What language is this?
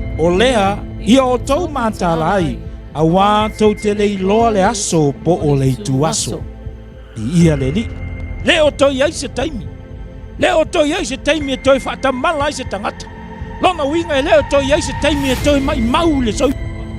Samoan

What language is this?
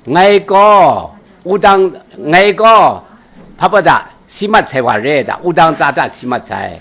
Kachin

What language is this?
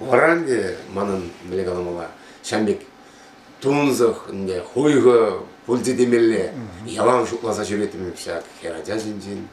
Chuvash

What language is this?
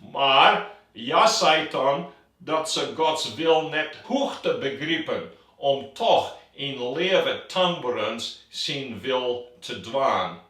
Western Frisian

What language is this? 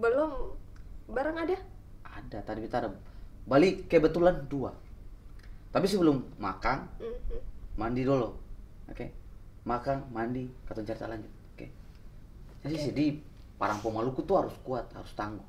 Ambonese Malay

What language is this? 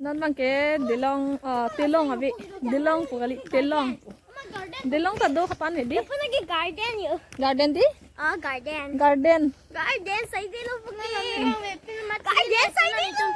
Karbi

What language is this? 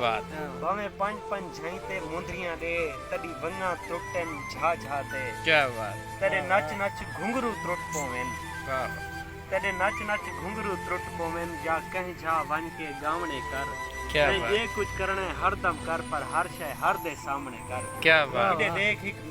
Saraiki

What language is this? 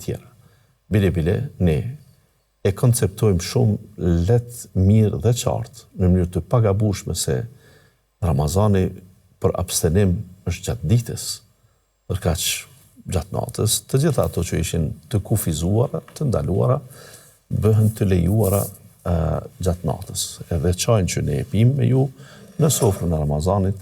Albanian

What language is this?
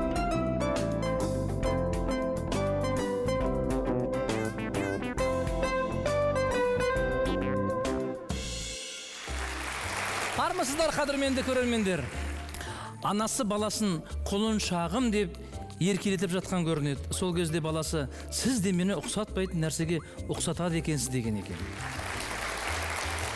Kazakh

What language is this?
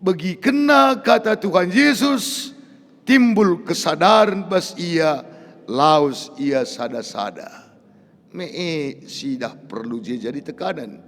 Batak Karo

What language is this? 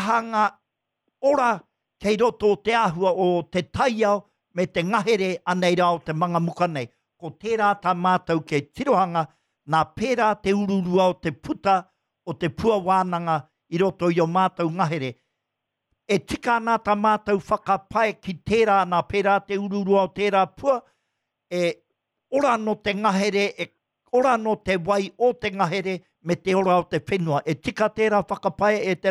Māori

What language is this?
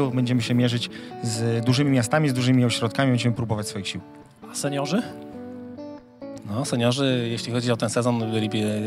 Polish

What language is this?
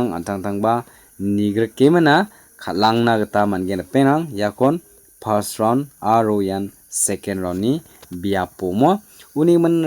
Garo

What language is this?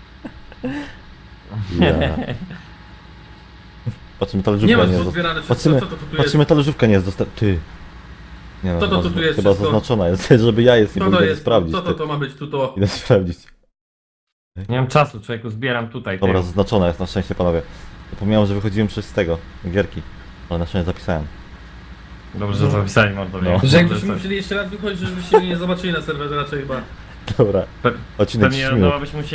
Polish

